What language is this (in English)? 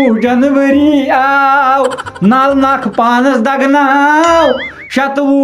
Kashmiri